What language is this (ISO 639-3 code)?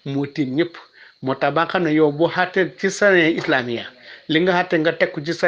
wol